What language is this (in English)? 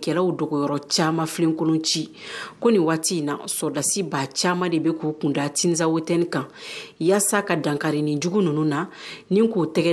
Bambara